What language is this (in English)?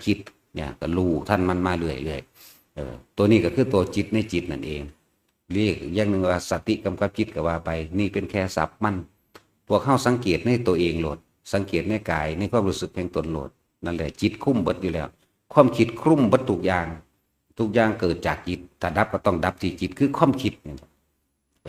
Northeastern Thai